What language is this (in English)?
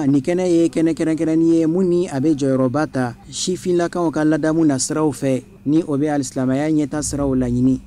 Bambara